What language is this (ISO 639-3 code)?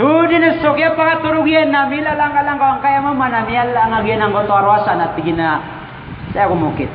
mrw